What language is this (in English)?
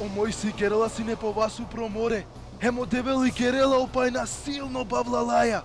Balkan Romani